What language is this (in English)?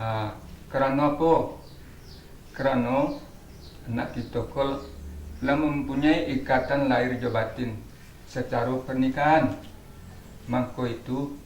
Minangkabau